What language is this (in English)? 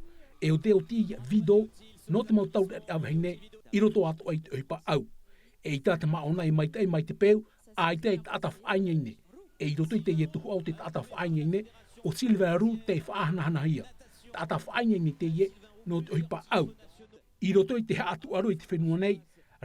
Tahitian